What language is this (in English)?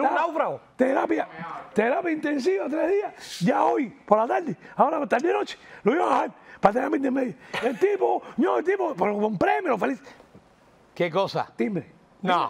Spanish